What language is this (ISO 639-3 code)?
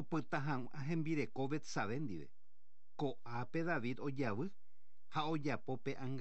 grn